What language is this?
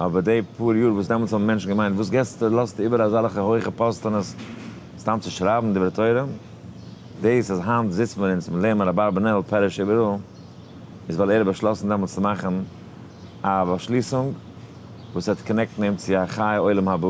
Yiddish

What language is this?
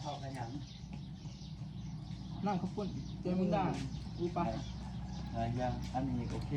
Lao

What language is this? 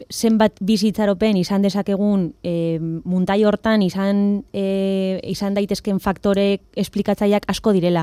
Basque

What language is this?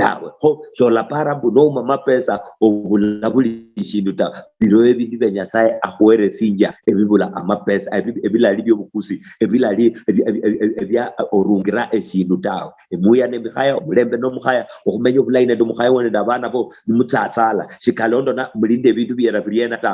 Luyia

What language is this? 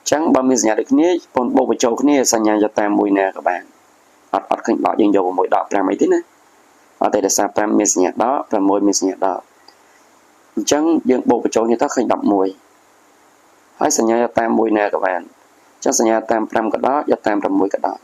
Khmer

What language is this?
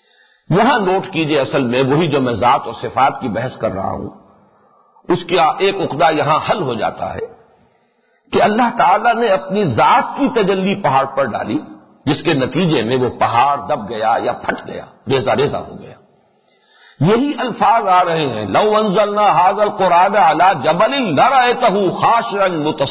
Urdu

